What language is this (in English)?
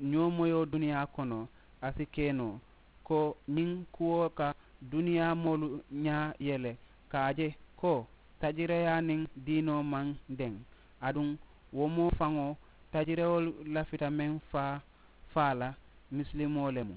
Mandingo